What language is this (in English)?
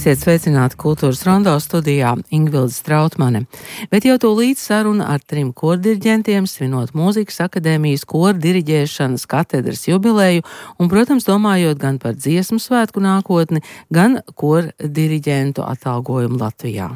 Latvian